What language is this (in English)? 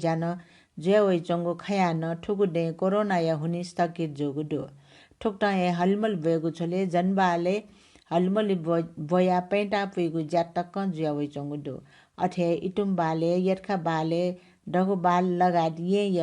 Newari